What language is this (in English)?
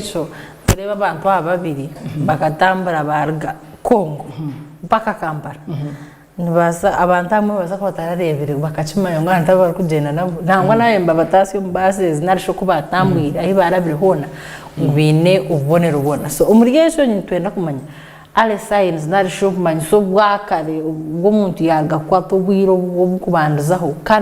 Nyankole